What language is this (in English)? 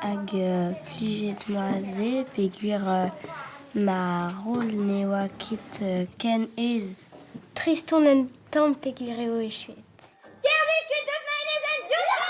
Breton